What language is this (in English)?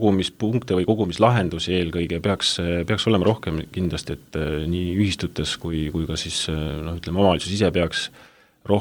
Estonian